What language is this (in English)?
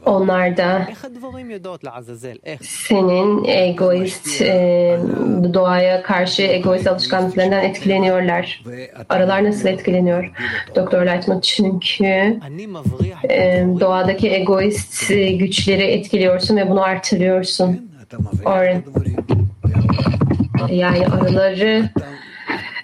Turkish